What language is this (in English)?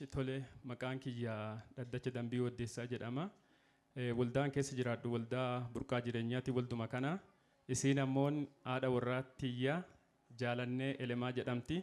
Oromo